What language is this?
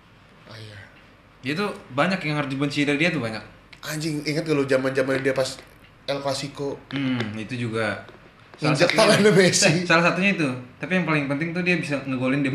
Indonesian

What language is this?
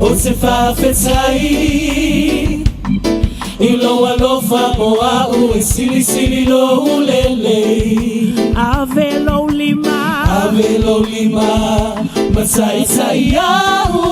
Samoan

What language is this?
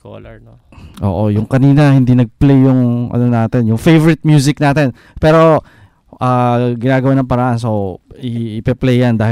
Filipino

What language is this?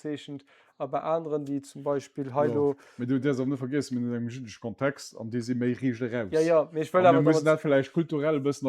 Luxembourgish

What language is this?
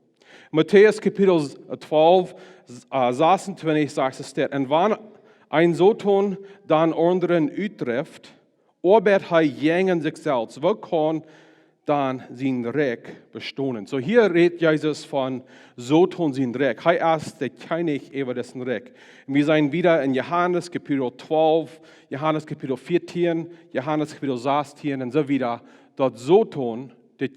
Plautdietsch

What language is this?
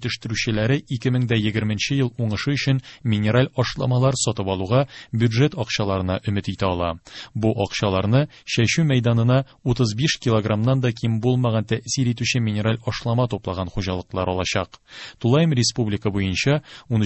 Tatar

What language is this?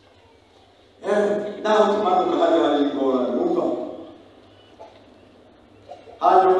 Rundi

